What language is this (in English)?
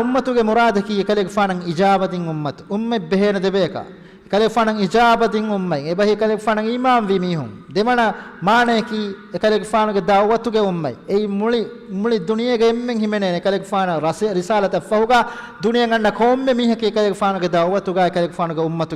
Divehi